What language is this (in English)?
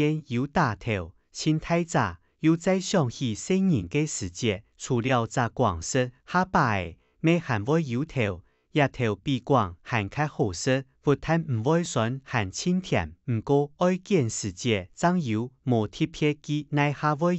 Hakka Chinese